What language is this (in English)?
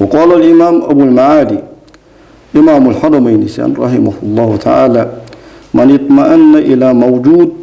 Ingush